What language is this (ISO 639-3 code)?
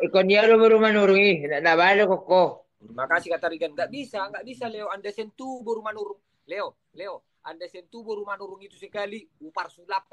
bbc